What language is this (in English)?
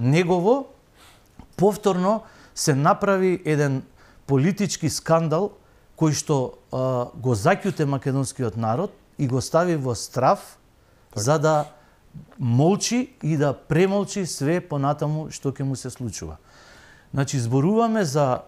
Macedonian